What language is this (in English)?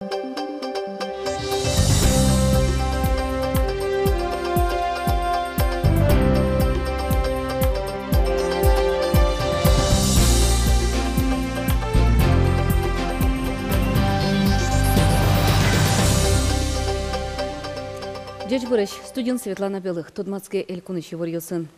Udmurt